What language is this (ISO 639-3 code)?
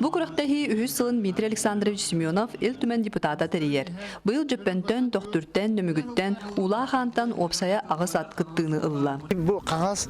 sah